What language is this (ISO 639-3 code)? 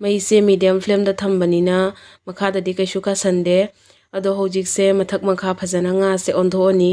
mni